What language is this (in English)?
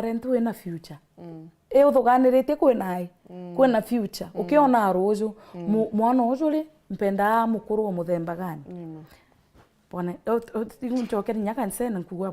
Meru